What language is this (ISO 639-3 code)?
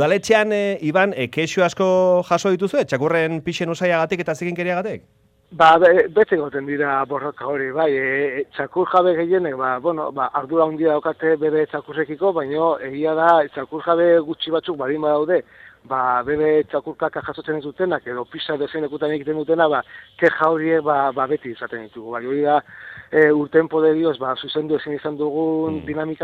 eus